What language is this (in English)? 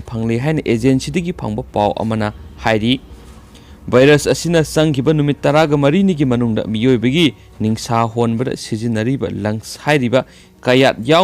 Manipuri